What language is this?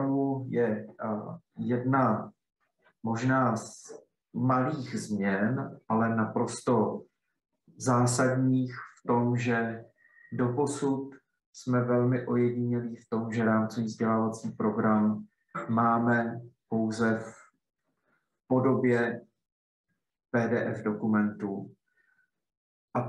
Czech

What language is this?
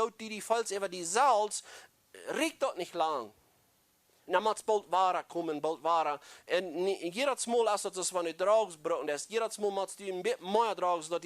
Plautdietsch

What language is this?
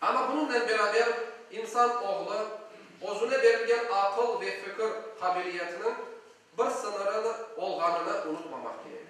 Crimean Tatar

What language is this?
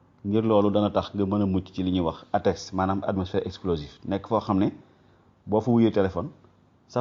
Wolof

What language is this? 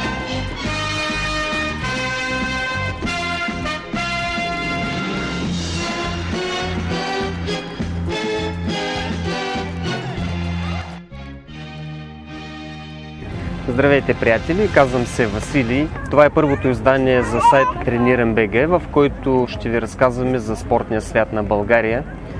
Bulgarian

